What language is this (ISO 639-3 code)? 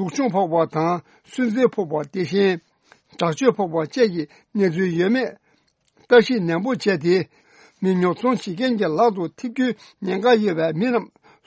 bod